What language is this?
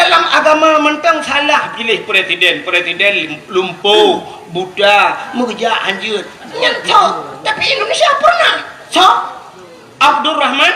Achinese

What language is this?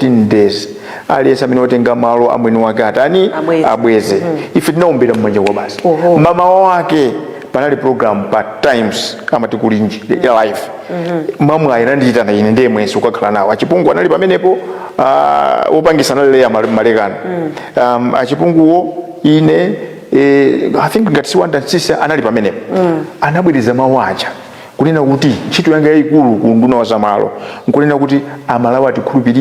Nyanja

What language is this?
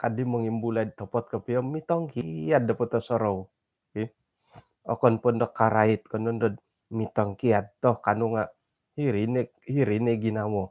Central Dusun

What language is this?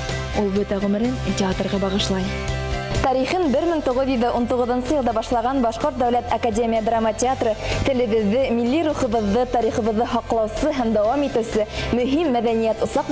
Bashkir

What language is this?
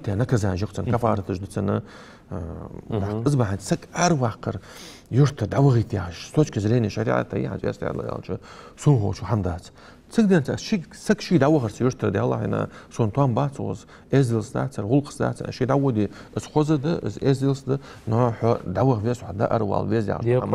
Ingush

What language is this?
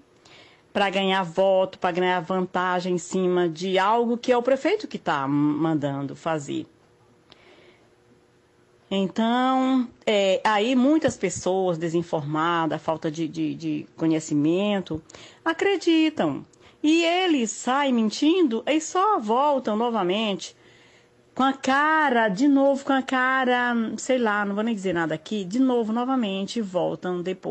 Portuguese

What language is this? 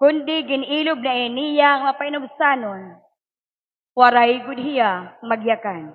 Waray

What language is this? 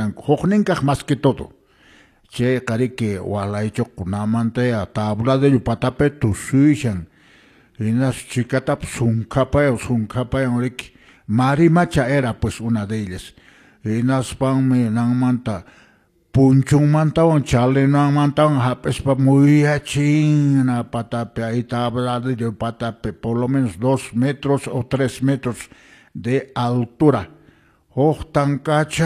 Quechua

